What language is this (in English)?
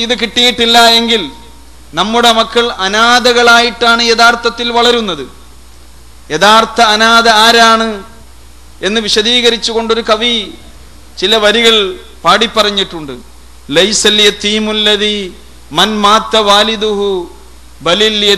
Malayalam